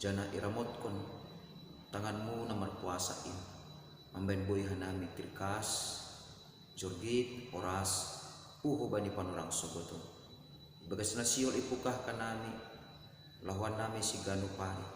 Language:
Batak Simalungun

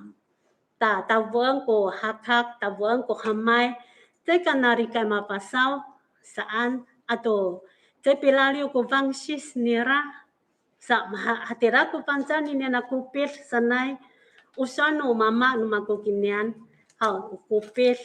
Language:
Amis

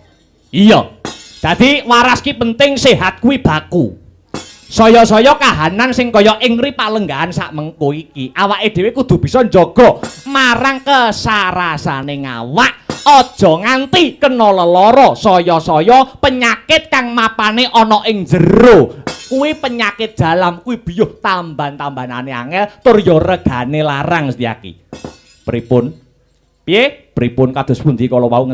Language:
Javanese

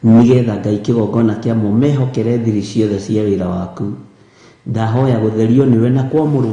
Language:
Kikuyu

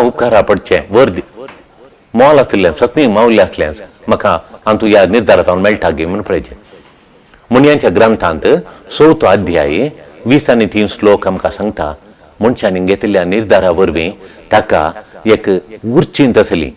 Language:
Konkani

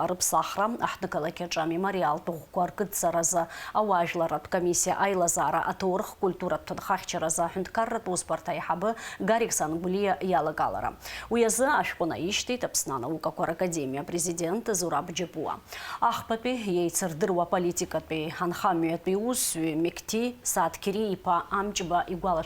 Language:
Abkhazian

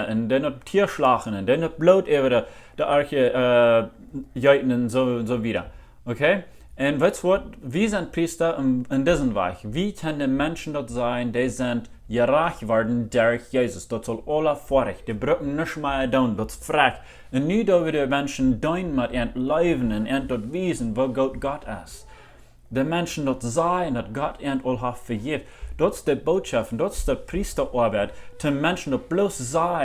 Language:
Plautdietsch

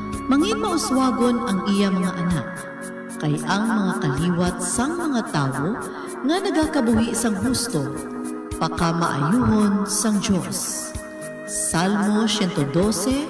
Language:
Hiligaynon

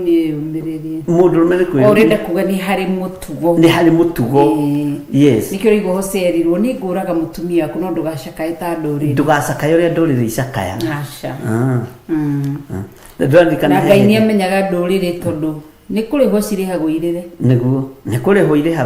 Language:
Kikuyu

